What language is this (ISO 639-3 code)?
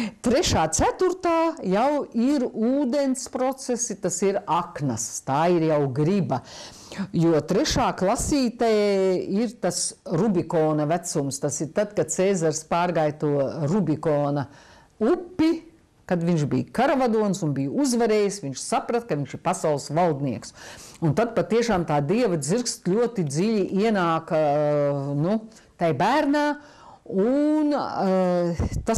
lav